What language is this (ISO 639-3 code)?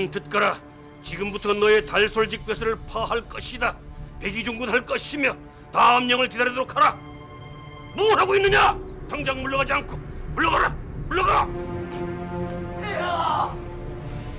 kor